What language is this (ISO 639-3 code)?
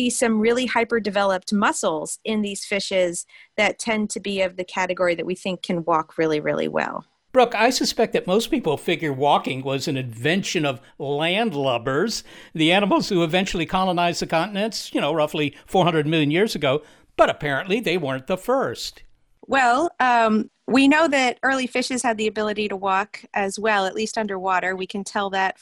eng